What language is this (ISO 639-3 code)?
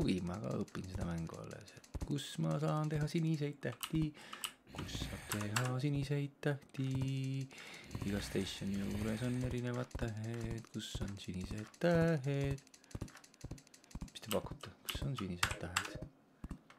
est